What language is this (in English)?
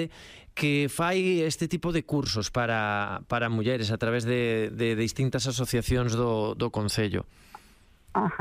Galician